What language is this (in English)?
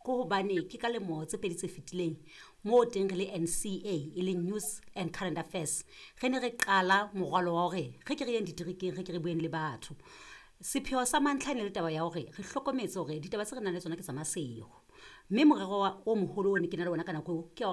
Southern Sotho